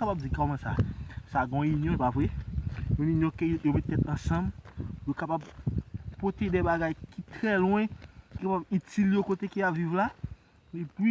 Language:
Haitian Creole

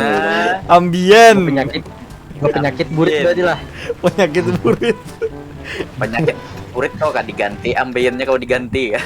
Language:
Banjar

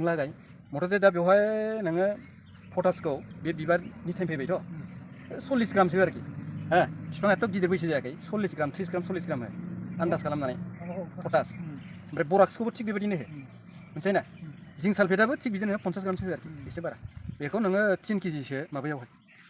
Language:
Bodo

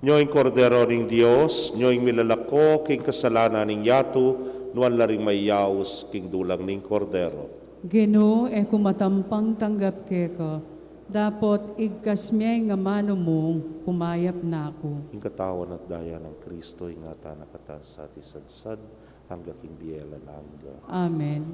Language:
Pampanga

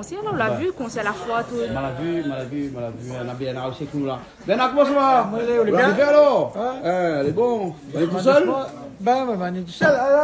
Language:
Réunion Creole French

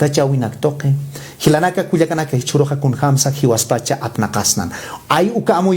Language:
Aymara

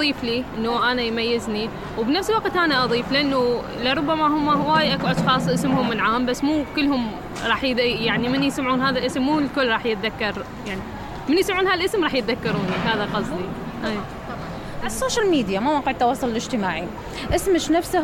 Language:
Mesopotamian Arabic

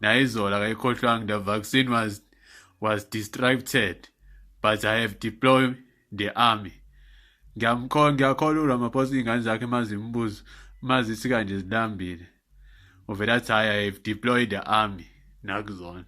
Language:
Zulu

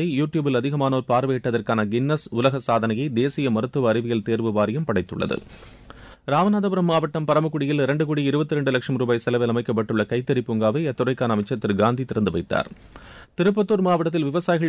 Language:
Tamil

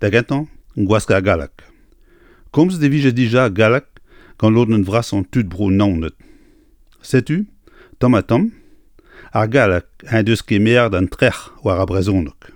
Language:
Breton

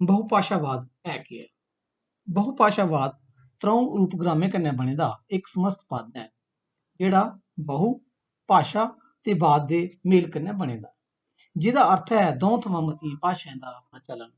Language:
Dogri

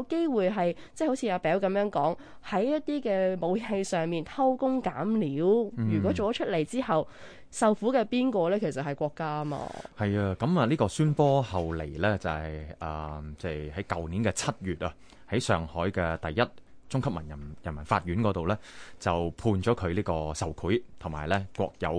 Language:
Cantonese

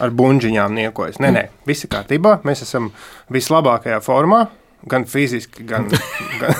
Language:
Latvian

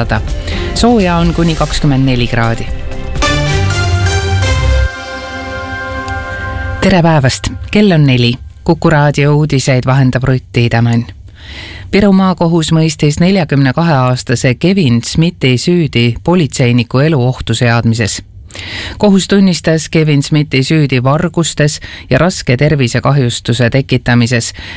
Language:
Estonian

